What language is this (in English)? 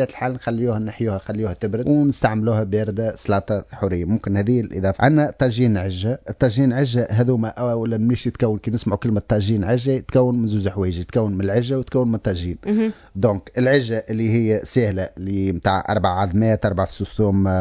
Tunisian Arabic